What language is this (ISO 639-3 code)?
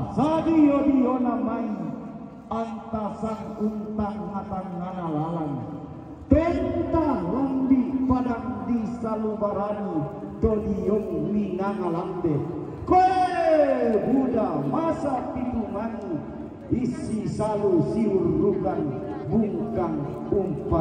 sda